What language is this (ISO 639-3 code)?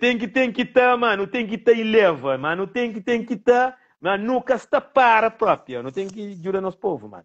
kea